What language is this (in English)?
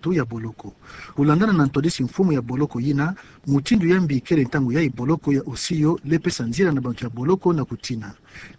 Kituba (Democratic Republic of Congo)